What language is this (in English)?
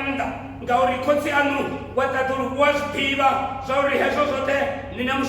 Venda